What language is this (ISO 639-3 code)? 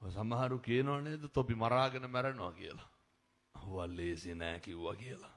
sin